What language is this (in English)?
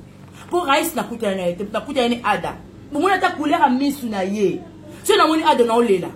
Lingala